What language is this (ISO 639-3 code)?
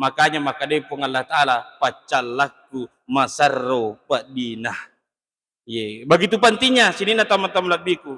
bug